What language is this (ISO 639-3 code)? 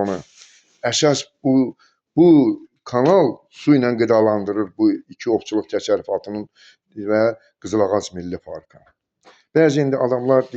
aze